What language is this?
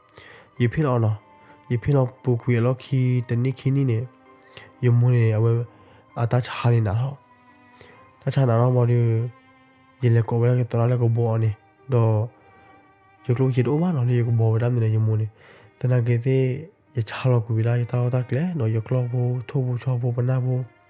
S'gaw Karen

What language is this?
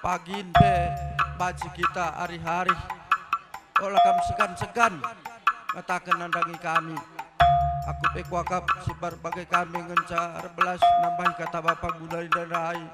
Batak Karo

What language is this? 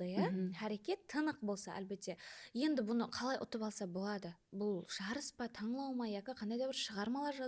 Kara-Kalpak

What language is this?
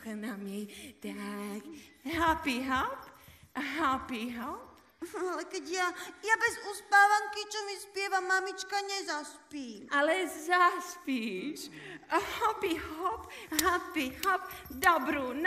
Slovak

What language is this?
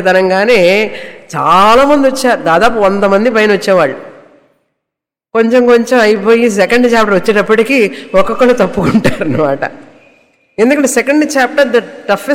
Telugu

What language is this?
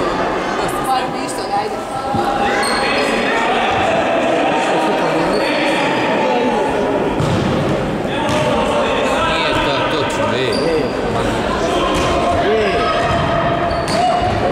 Croatian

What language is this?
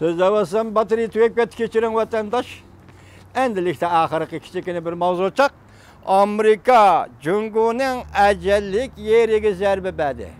Uyghur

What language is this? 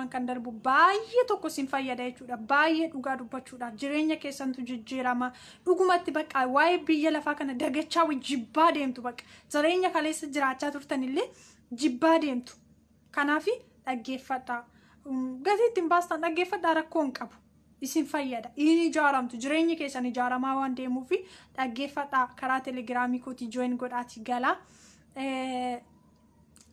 Oromo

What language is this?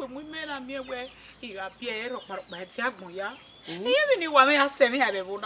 Bini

